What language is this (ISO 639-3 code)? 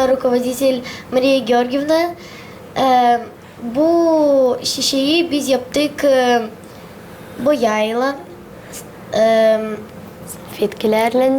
gag